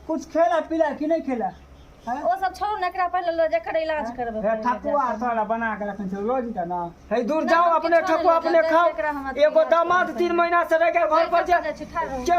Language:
Maithili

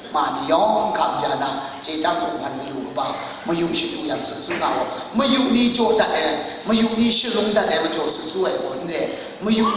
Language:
Kachin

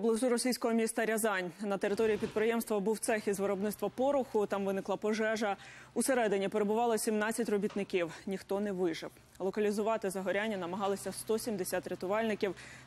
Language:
Ukrainian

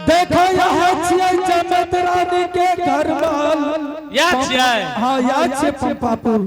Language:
Angika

